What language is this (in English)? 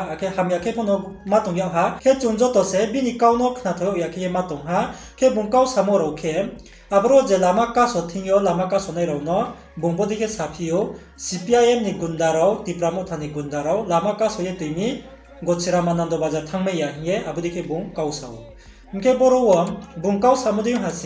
Riang (India)